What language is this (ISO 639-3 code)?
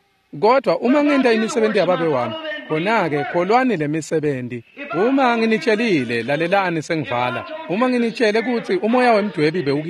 ssw